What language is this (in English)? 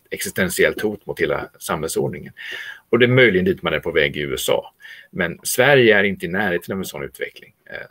Swedish